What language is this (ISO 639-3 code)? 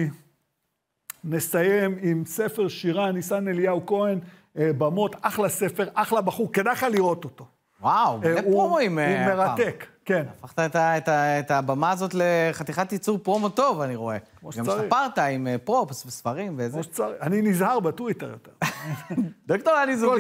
heb